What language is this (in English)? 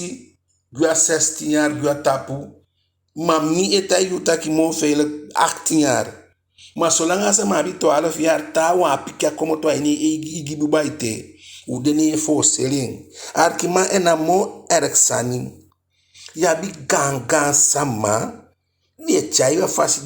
Eastern Maroon Creole